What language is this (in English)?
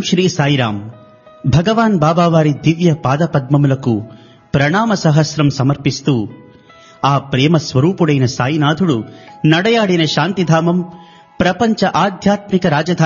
Telugu